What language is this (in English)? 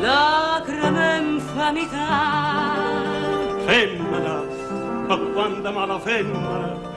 Neapolitan